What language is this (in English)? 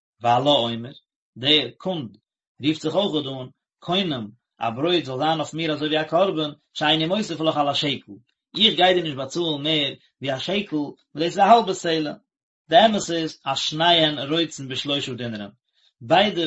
Yiddish